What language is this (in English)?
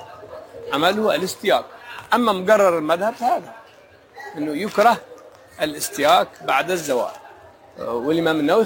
Arabic